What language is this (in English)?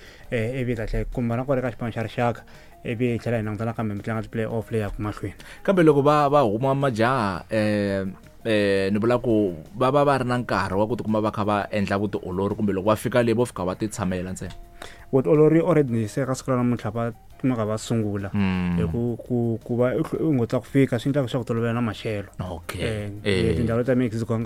Tsonga